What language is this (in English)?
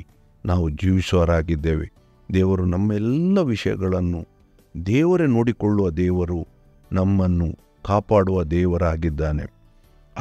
Kannada